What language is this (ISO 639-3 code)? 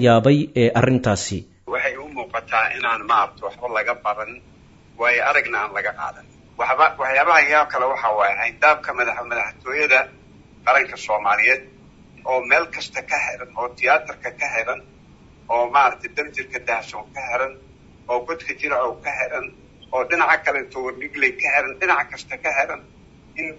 som